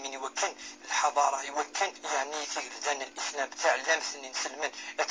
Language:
Kabyle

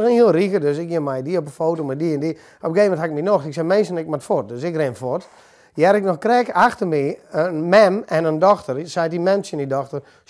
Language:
Western Frisian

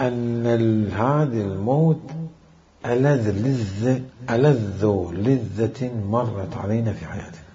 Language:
Mesopotamian Arabic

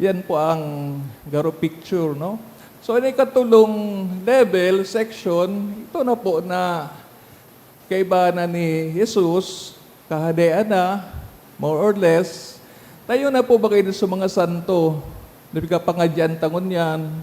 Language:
Bikol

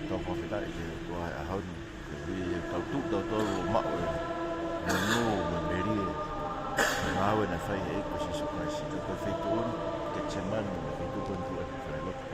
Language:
Tongan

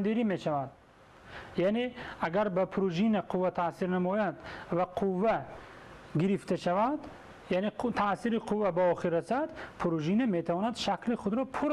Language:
Tajik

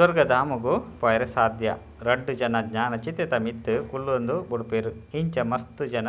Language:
Tulu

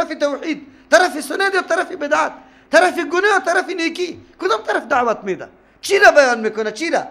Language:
Persian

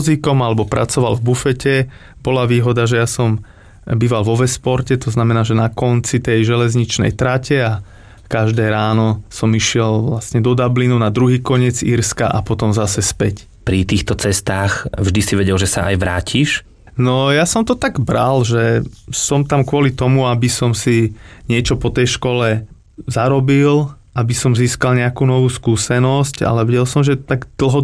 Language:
Slovak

